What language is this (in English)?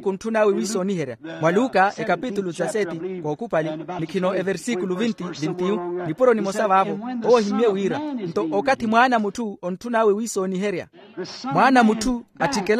Makhuwa